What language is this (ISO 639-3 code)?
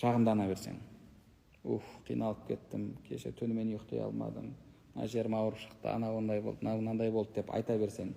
kaz